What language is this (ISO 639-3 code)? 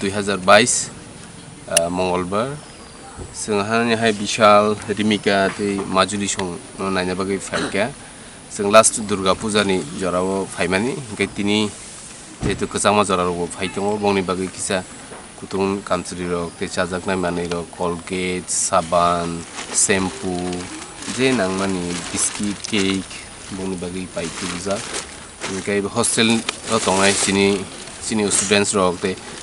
trp